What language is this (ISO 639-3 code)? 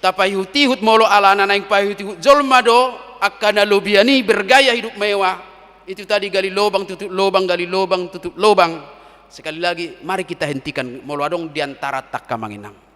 bbc